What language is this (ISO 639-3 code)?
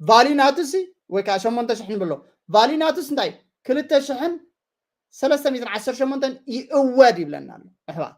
tir